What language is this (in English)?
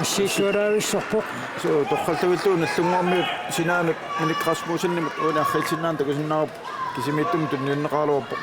Kalaallisut